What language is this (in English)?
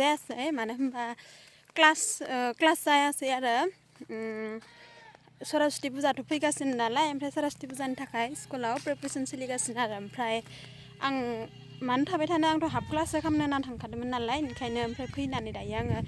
Bodo